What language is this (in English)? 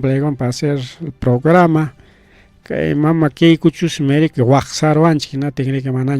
Ayacucho Quechua